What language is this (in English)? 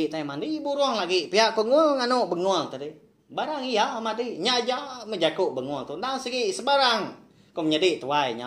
Iban